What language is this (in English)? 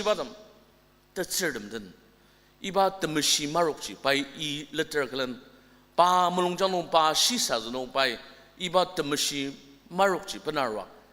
Ao Naga